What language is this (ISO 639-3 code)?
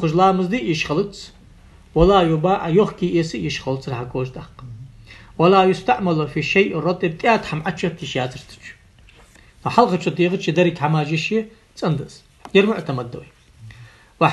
inh